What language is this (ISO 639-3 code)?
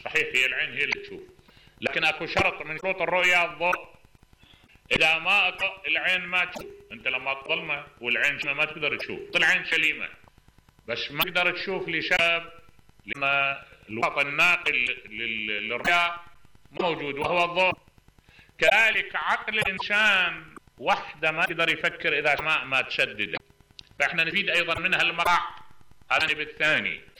acm